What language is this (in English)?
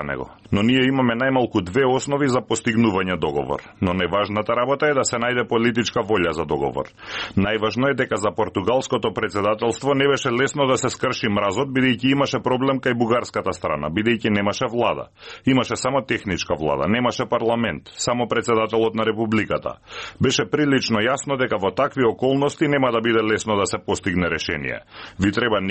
Macedonian